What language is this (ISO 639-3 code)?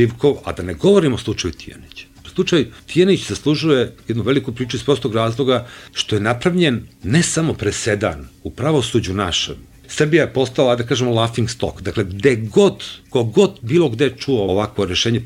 srp